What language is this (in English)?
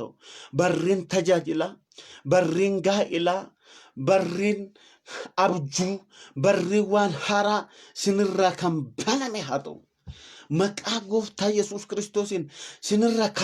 Oromo